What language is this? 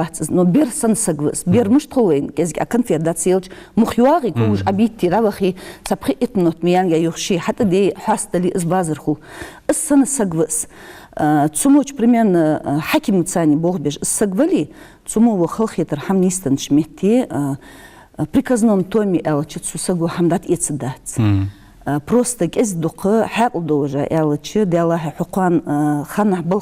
Ingush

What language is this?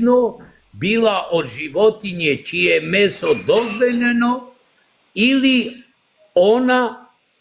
Balkan Romani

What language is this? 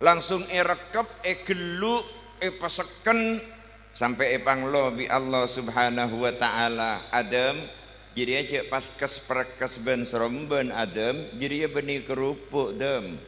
Madurese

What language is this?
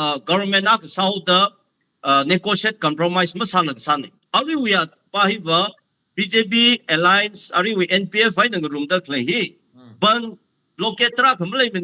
Tangkhul Naga (India)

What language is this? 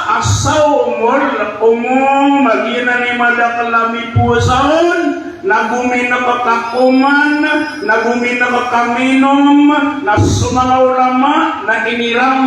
Maranao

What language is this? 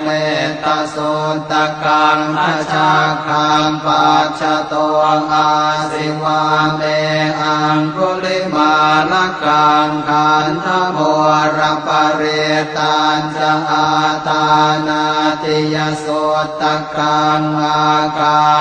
Pali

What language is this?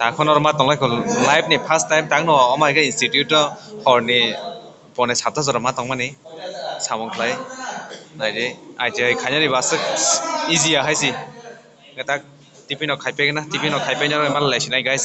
Kok Borok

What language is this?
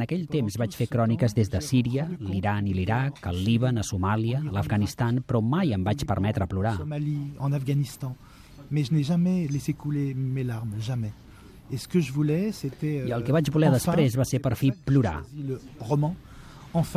Catalan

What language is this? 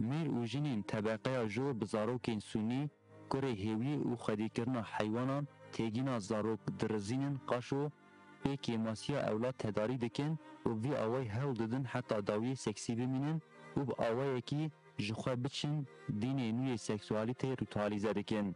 Kurdish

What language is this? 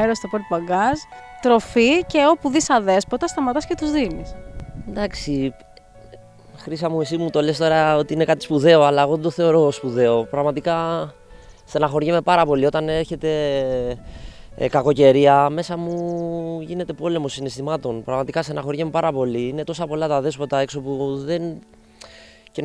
Greek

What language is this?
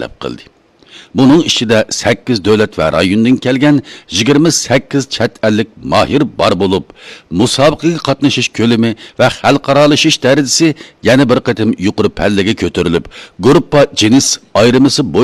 Uyghur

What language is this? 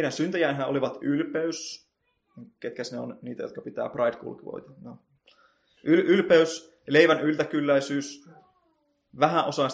Finnish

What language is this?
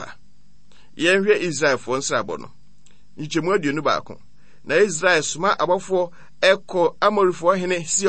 Akan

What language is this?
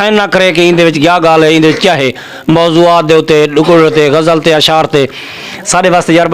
Saraiki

